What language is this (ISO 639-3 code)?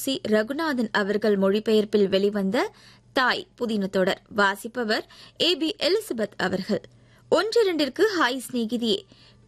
tam